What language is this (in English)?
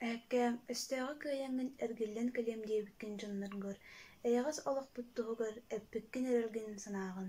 Yakut